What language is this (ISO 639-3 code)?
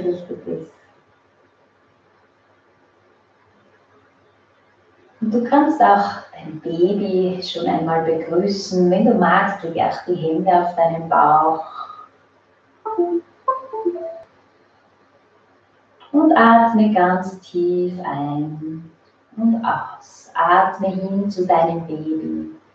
deu